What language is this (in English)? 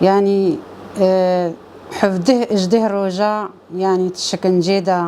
Kurdish